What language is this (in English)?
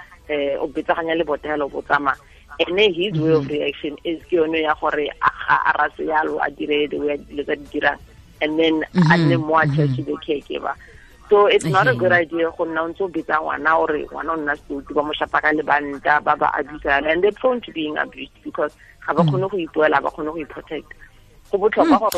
Tswana